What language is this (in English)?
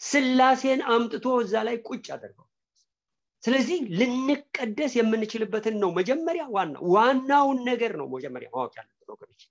Amharic